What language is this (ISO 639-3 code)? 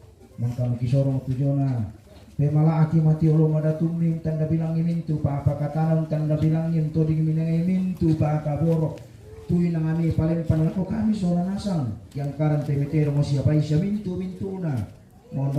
sda